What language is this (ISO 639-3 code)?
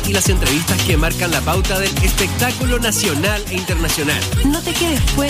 spa